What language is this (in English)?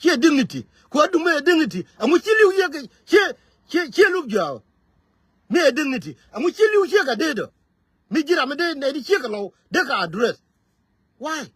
Nuer